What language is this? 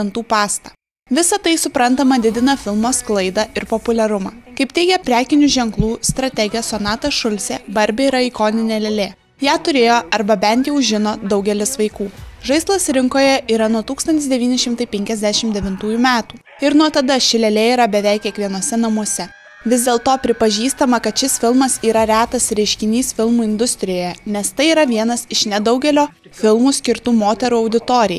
Lithuanian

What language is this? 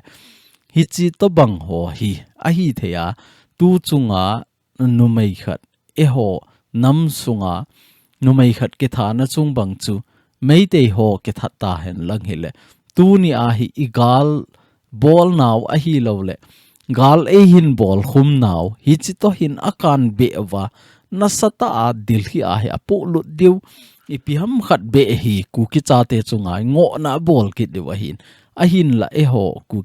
Thado Chin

